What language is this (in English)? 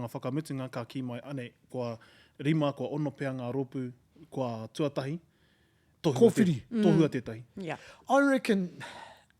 Māori